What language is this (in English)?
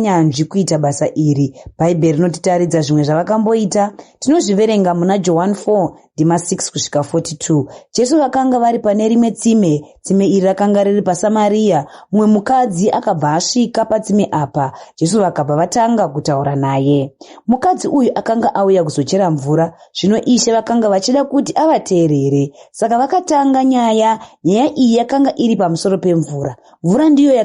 Shona